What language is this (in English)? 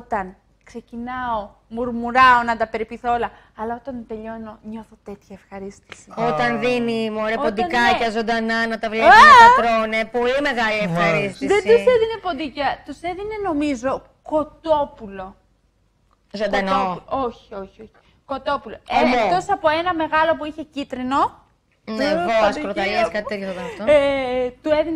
Greek